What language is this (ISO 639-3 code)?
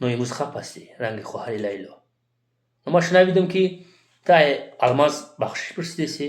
tgk